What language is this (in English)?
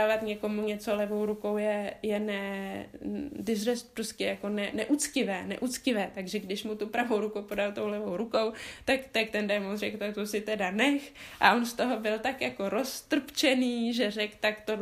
Czech